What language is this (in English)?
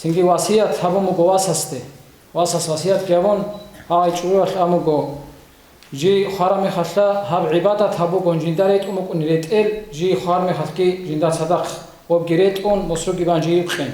Avaric